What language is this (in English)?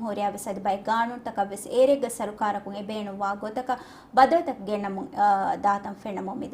Divehi